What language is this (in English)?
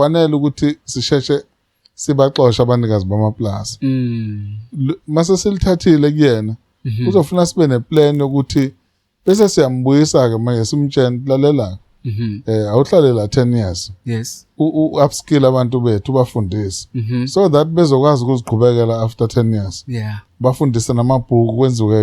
Zulu